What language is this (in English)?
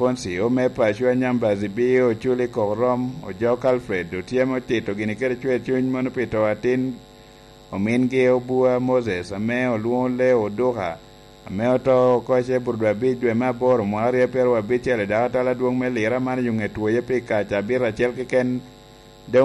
Lango (Uganda)